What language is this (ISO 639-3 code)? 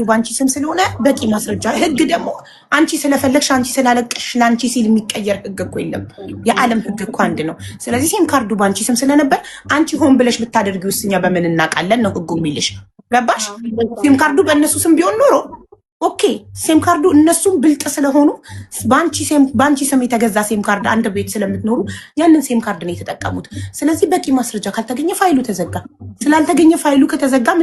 amh